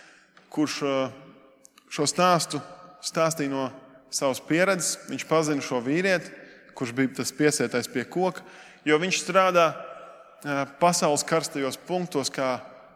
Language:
Latvian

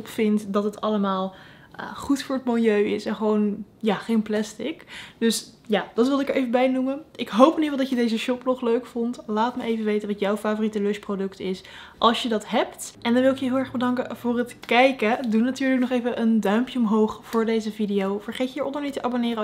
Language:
Dutch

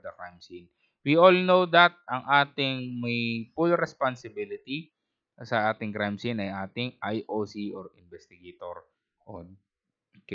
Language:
Filipino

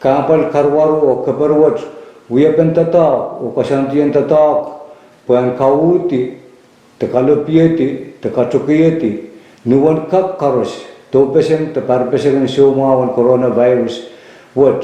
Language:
Pohnpeian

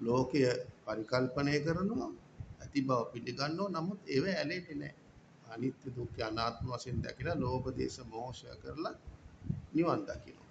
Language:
Sinhala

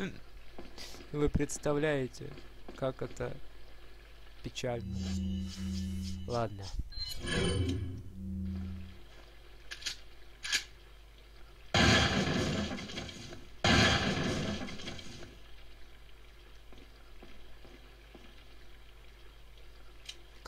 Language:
Russian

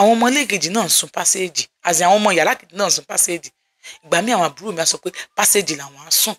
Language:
Yoruba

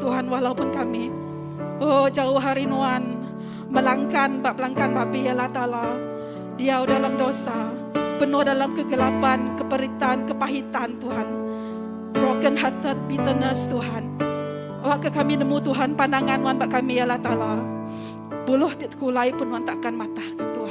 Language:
Iban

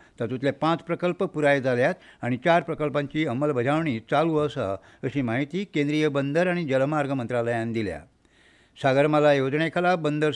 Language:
Konkani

